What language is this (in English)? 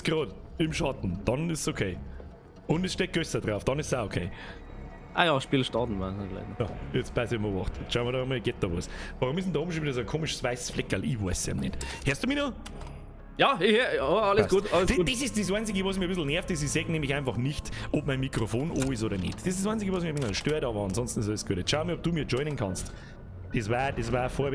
Bavarian